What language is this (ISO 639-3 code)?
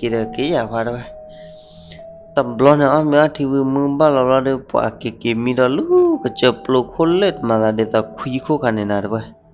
ksw